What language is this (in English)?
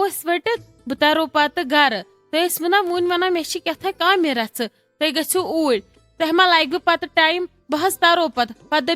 Kashmiri